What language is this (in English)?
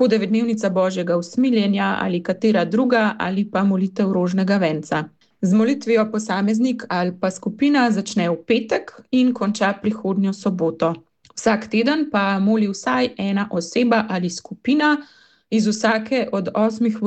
Slovenian